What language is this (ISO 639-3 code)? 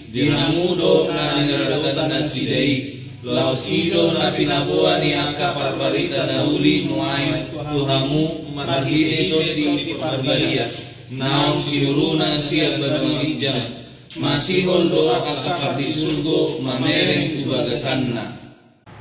bbc